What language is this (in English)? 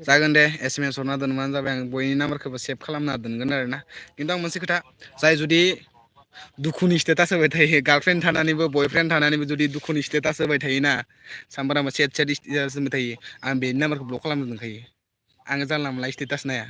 Bodo